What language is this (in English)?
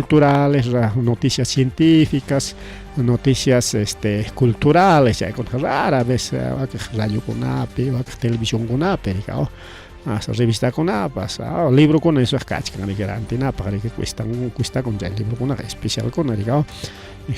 Ayacucho Quechua